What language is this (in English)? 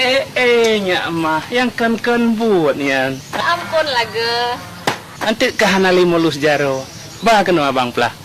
Achinese